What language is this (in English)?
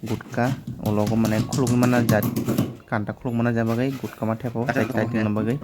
Kok Borok